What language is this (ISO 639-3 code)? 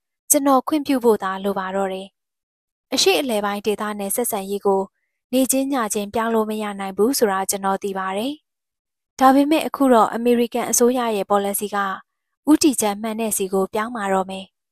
mya